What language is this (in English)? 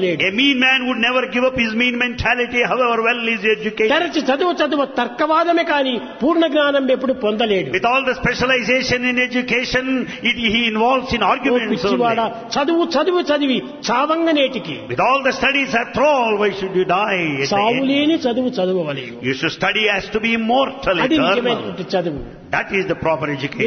Telugu